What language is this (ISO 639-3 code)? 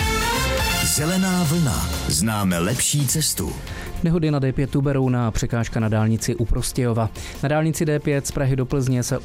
ces